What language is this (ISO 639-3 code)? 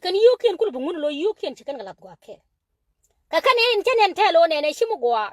nus